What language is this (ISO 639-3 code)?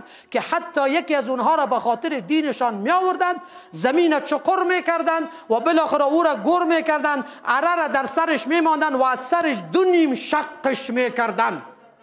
fas